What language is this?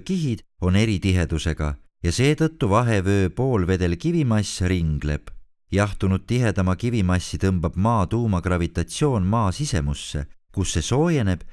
Estonian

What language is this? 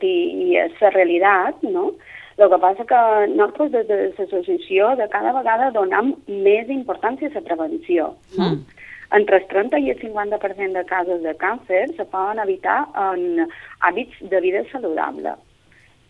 Catalan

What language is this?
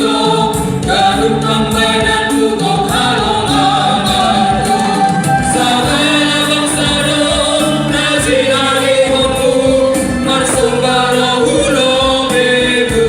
Batak Simalungun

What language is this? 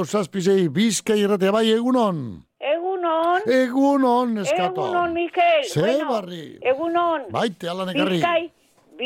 Basque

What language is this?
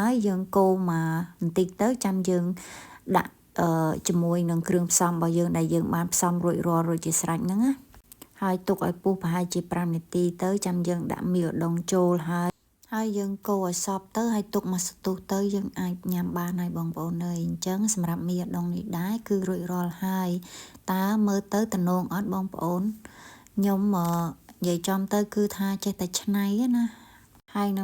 Khmer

